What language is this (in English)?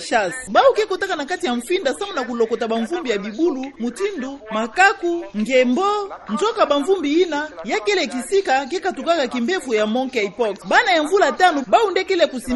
Kituba (Democratic Republic of Congo)